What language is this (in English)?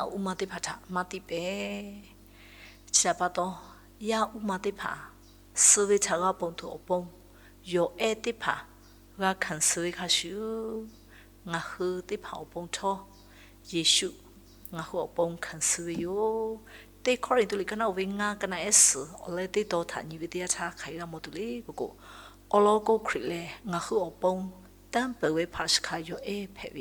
Lahu